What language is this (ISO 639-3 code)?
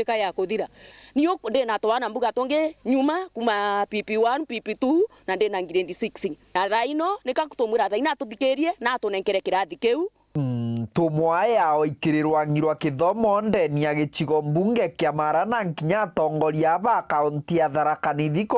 mer